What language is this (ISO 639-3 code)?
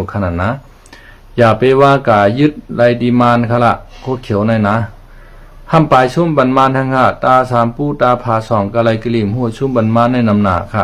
shn